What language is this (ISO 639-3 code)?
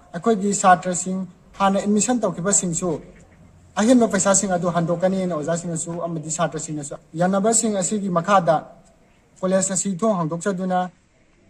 mni